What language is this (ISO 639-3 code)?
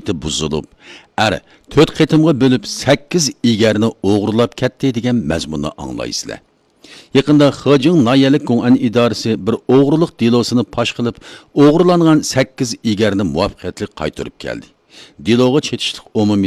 uig